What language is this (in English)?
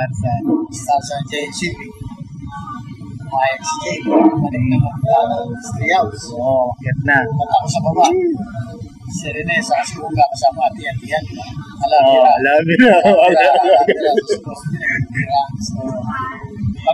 Filipino